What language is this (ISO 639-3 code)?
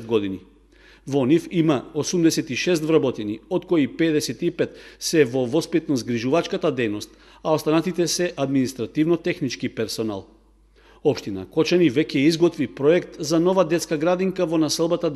mkd